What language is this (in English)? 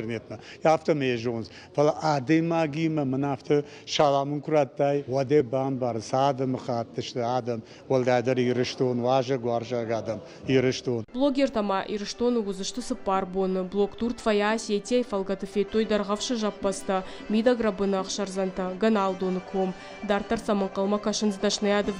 Ossetic